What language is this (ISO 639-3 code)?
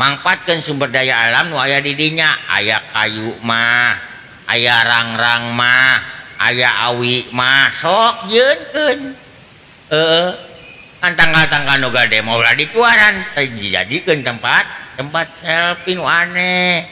sun